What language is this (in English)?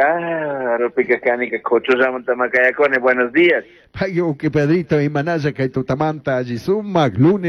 Chimborazo Highland Quichua